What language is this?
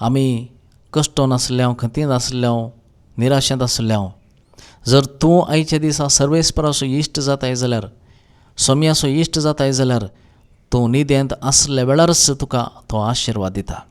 Konkani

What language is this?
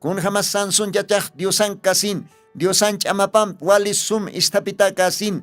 Aymara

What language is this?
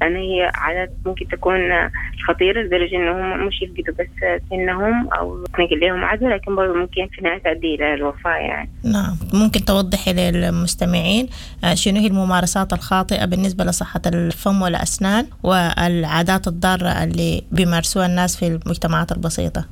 Sudanese Arabic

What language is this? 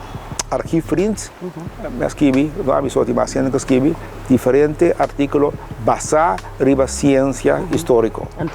Papiamento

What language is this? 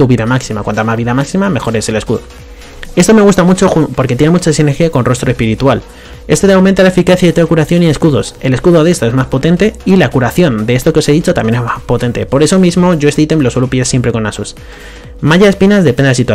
Spanish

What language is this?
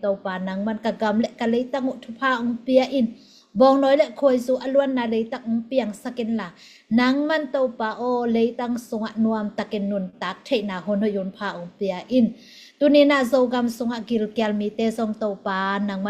Tedim Chin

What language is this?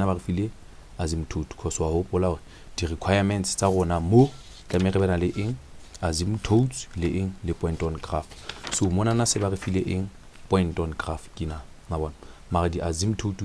Southern Sotho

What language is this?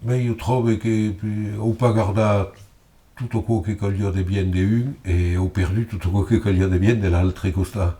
Occitan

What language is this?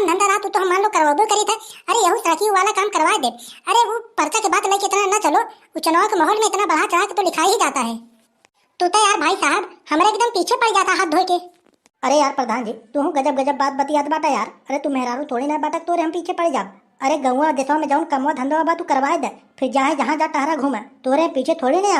Awadhi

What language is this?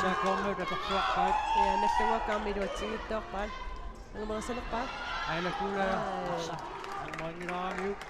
Kalaallisut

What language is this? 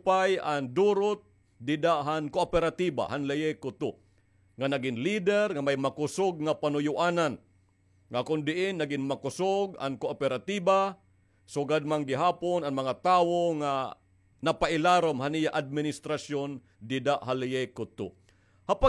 Waray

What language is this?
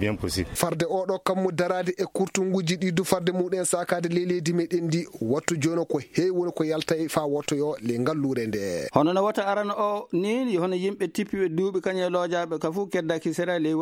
Fula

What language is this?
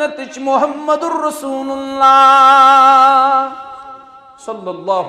Kashmiri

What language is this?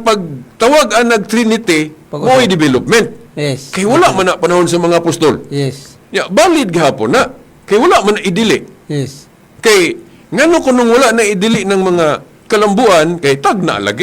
Cebuano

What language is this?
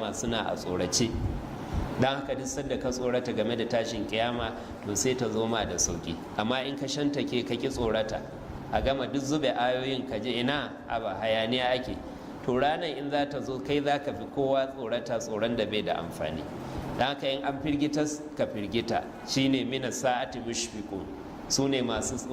Hausa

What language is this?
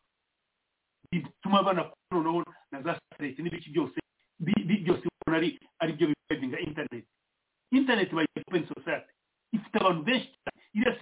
Kinyarwanda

